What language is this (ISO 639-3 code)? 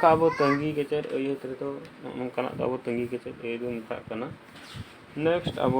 sat